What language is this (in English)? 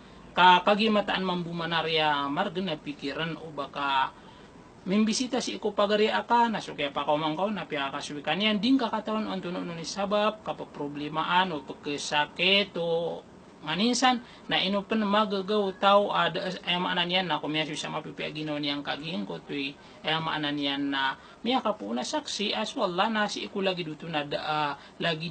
Maranao